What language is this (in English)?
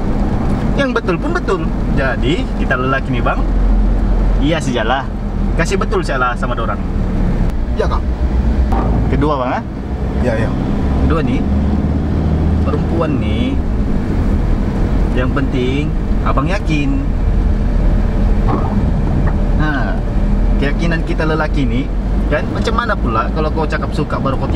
Malay